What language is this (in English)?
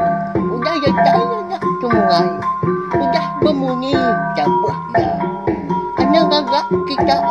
Iban